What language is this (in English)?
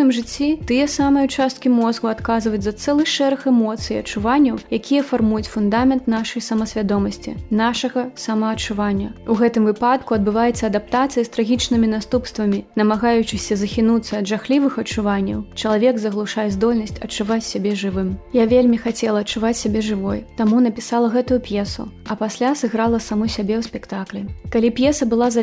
Belarusian